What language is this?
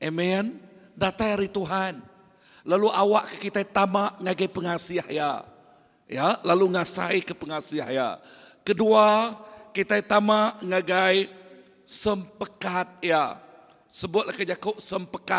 Iban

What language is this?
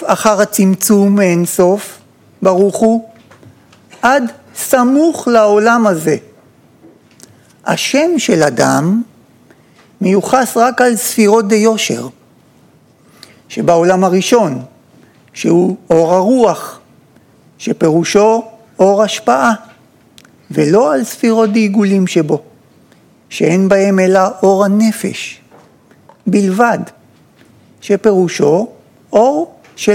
Hebrew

